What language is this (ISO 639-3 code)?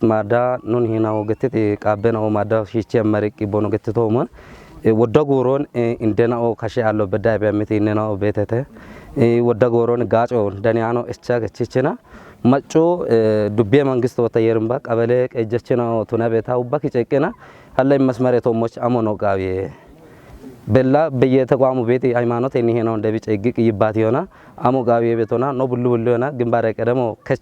kbr